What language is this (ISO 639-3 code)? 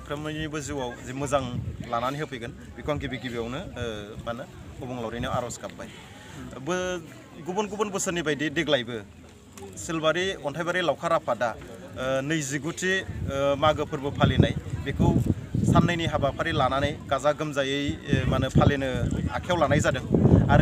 brx